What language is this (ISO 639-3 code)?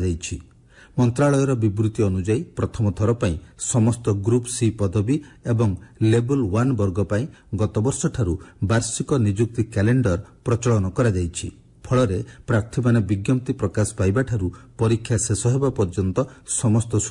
ori